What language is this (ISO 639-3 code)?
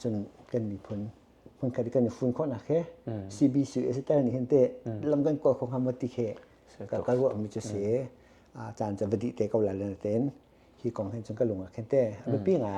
cnh